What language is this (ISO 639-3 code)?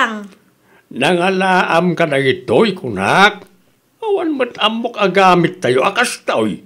ilo